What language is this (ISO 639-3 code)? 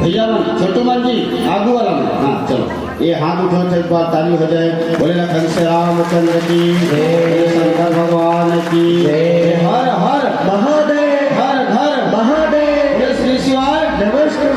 hne